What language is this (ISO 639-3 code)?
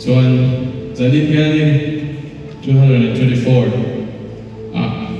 lus